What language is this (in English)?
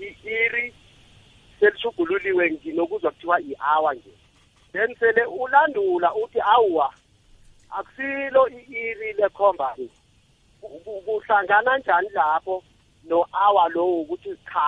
South Ndebele